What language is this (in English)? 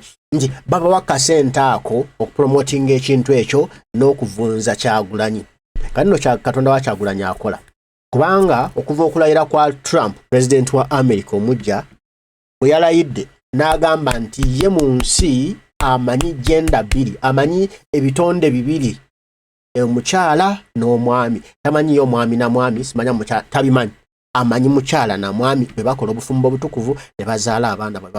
Ganda